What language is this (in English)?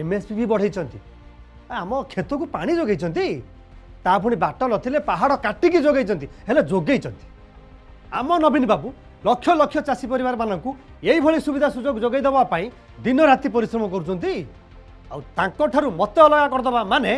Odia